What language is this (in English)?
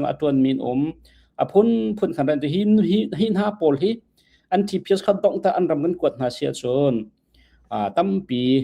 Hakha Chin